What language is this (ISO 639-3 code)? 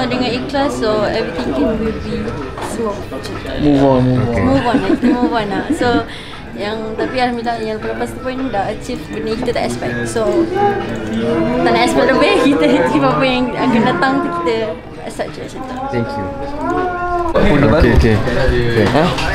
msa